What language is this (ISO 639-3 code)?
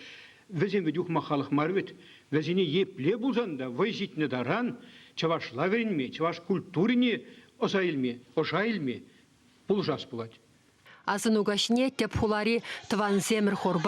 chv